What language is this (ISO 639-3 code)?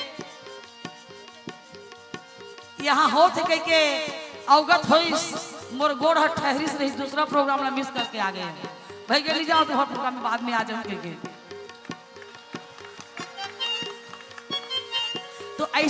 hne